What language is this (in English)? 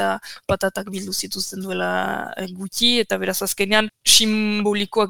Basque